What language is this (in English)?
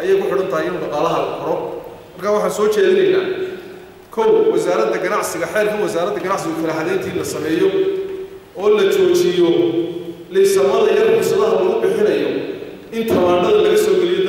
Somali